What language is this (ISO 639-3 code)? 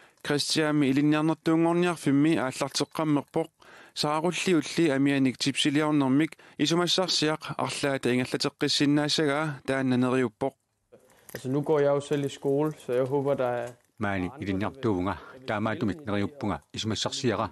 kal